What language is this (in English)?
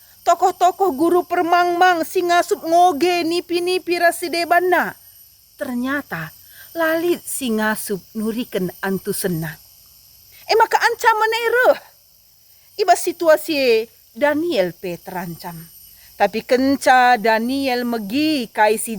Batak Karo